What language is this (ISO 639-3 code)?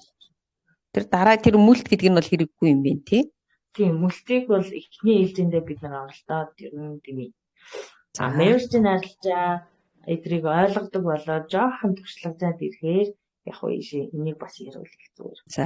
mon